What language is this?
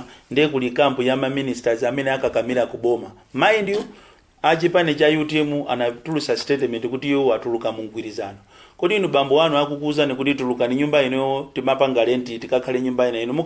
Nyanja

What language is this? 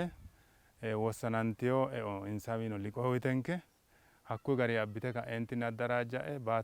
Sidamo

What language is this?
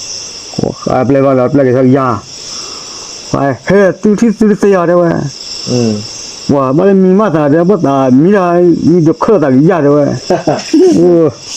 S'gaw Karen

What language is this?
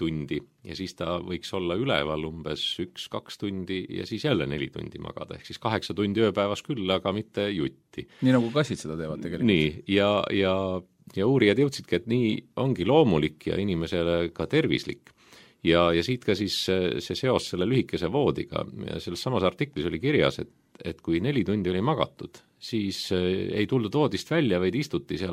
Estonian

